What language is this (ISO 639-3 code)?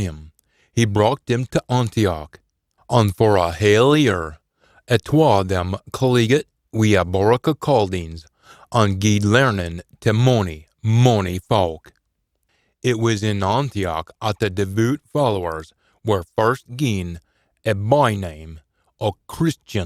sco